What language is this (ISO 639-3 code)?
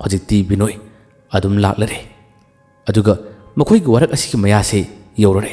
mni